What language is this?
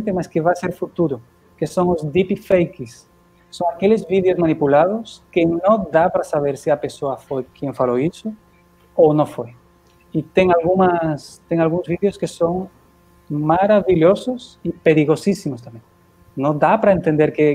Portuguese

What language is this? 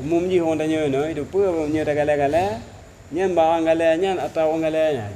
Achinese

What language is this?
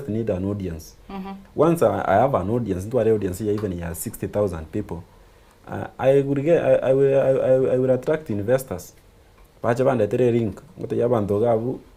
Gusii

